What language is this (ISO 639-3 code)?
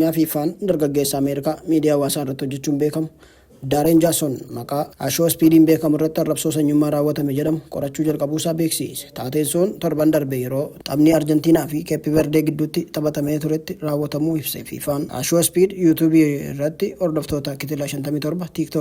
orm